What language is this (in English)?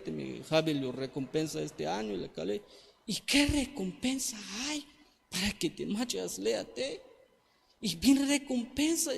Tzeltal